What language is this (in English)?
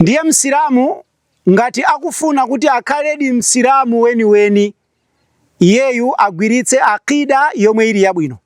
Nyanja